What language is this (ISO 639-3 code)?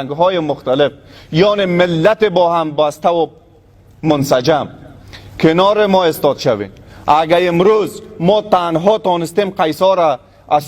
fas